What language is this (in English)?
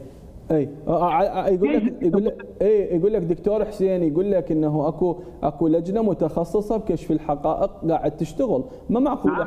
Mesopotamian Arabic